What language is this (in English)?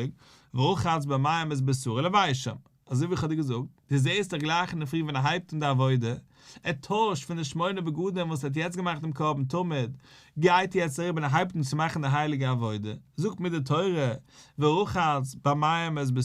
Yiddish